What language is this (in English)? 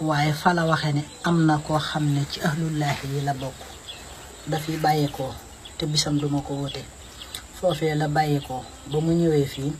Wolof